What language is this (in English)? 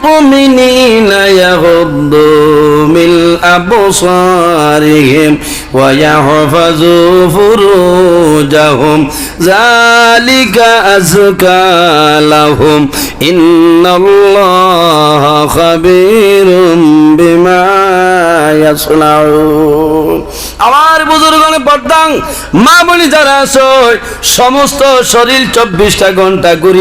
Sylheti